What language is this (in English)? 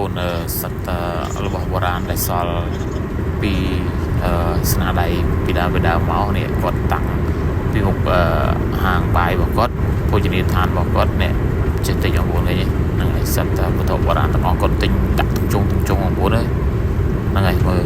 Khmer